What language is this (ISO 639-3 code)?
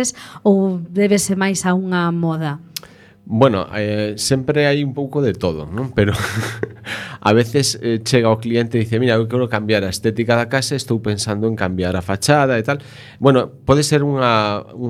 glg